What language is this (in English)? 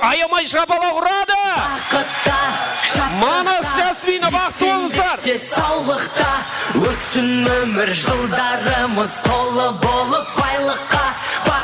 Kara-Kalpak